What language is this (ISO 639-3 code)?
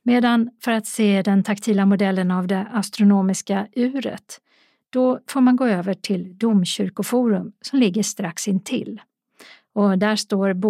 swe